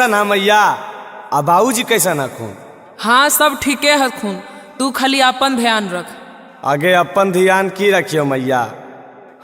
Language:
Magahi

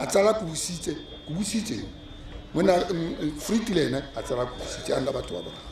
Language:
Tswana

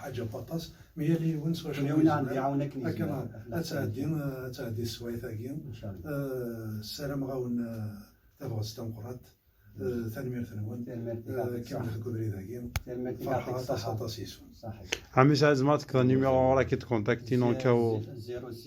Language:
Kabyle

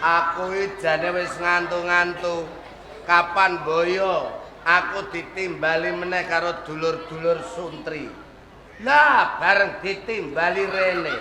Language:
Javanese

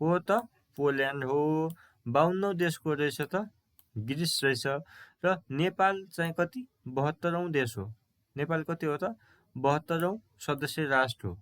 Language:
Nepali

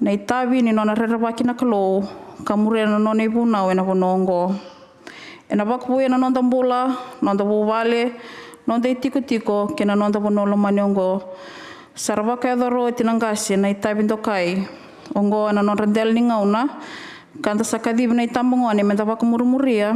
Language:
Fijian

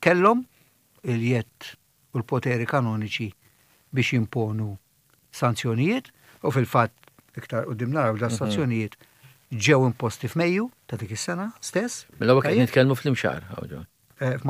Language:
Maltese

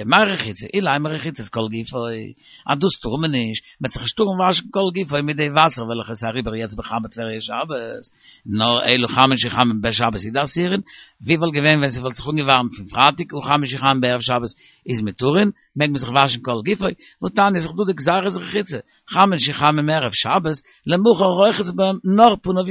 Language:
Yiddish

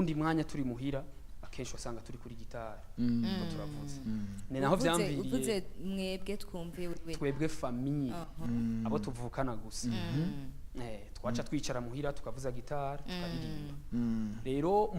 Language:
Rundi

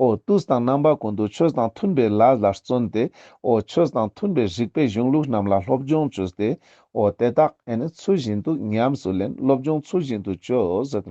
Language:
Ladakhi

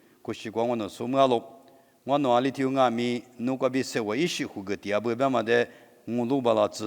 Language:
Lisu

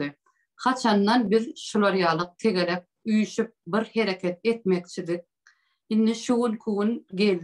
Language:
Turkmen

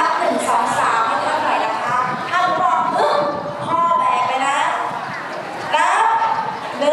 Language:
Thai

